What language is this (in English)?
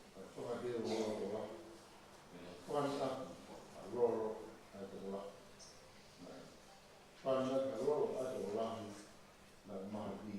Tongan